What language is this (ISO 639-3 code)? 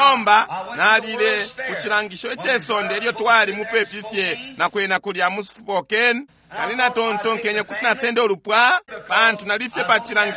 bem